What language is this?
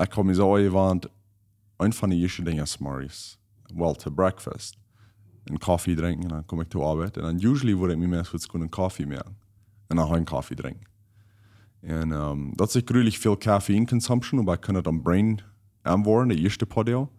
Plautdietsch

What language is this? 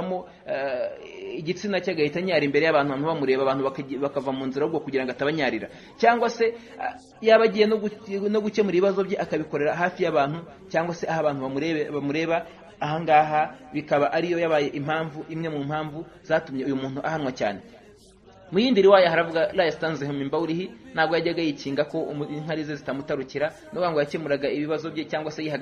Kinyarwanda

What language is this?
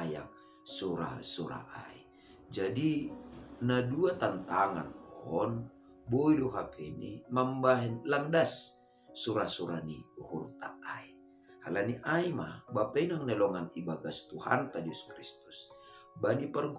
Batak Simalungun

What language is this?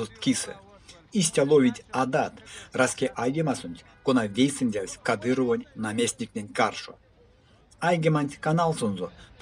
Erzya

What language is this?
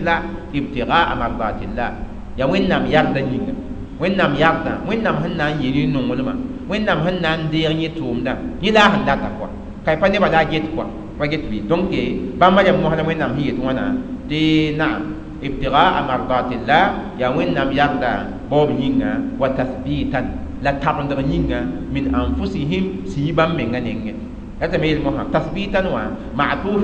Mossi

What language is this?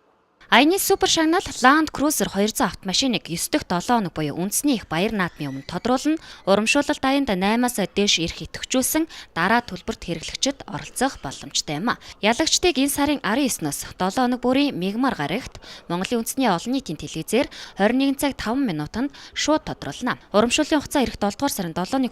Mongolian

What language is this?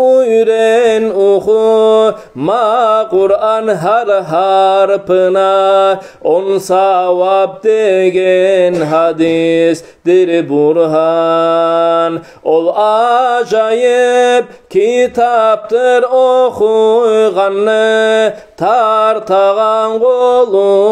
Kumyk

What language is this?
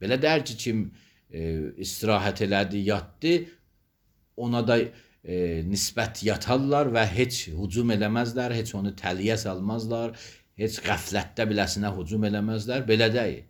Azerbaijani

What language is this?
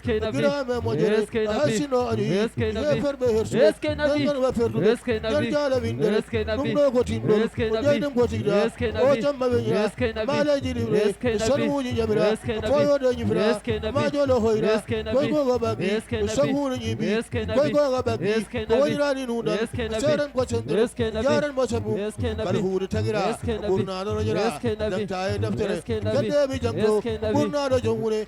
Fula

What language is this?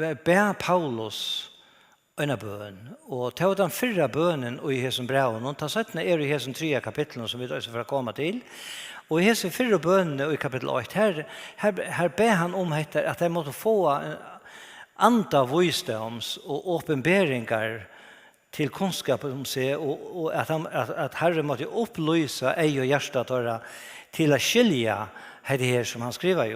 Faroese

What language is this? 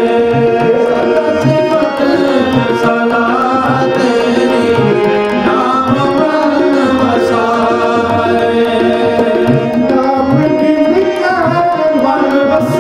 Punjabi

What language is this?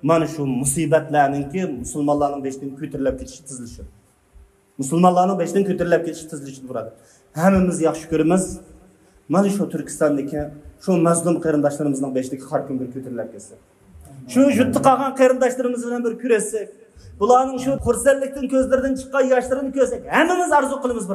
Uyghur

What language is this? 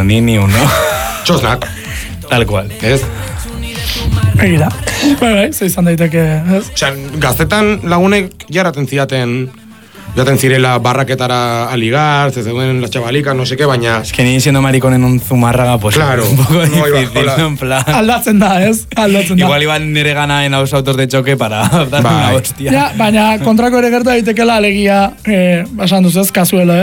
Basque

